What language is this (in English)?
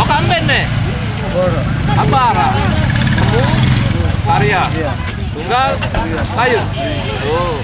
Sasak